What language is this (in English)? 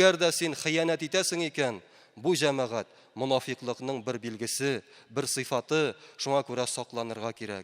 Tatar